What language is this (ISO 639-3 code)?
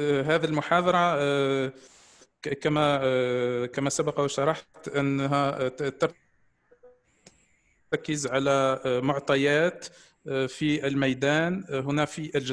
fra